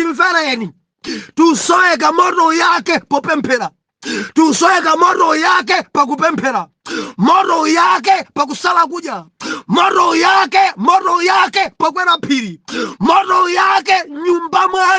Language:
Nyanja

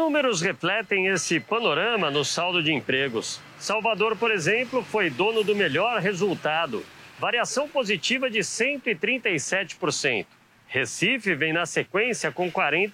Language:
Portuguese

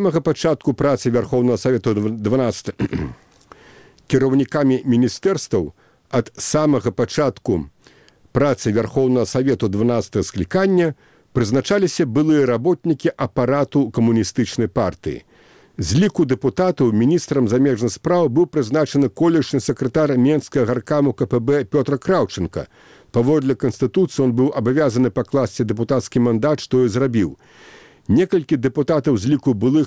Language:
Belarusian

